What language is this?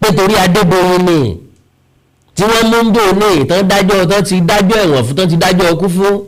Yoruba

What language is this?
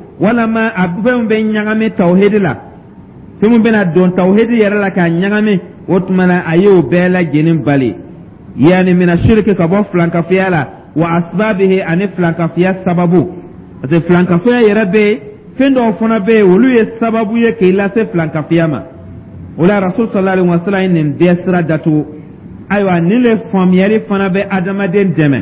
Dyula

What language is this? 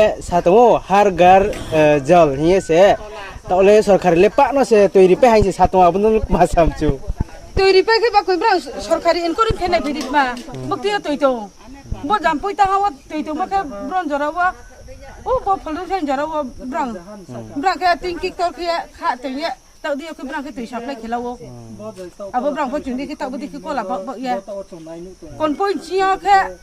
Riang (India)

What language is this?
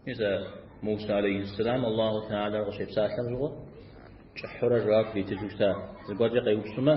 Kabardian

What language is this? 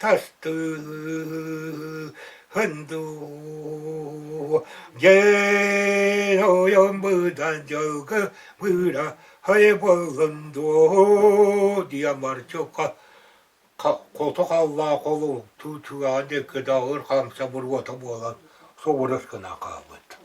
Yakut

